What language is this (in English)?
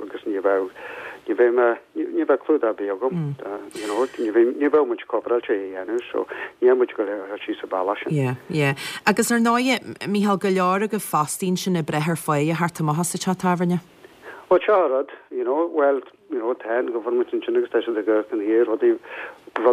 Irish